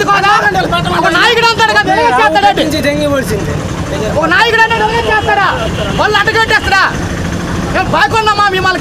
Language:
Telugu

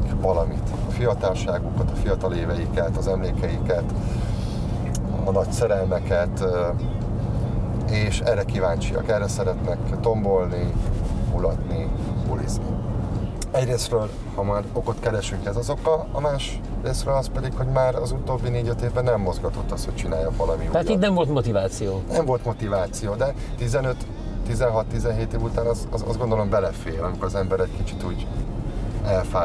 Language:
Hungarian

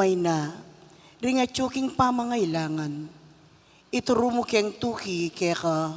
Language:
Pampanga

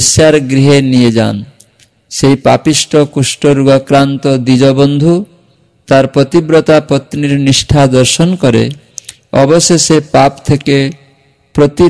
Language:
Bangla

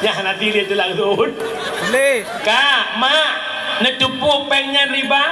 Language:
Achinese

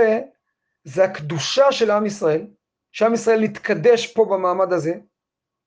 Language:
Hebrew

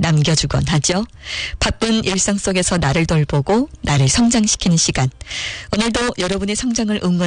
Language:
Korean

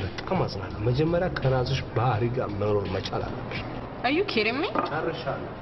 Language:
Amharic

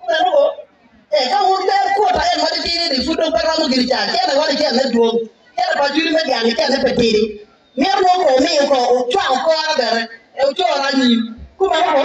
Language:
Acoli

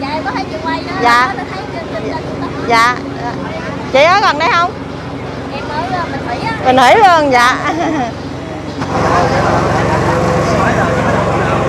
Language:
Vietnamese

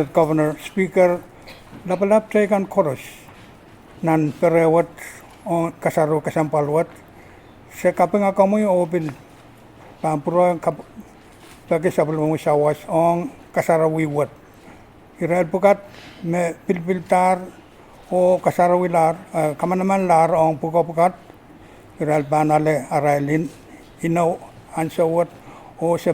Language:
Pohnpeian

